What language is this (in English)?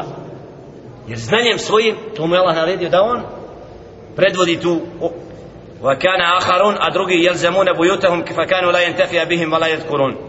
Bosnian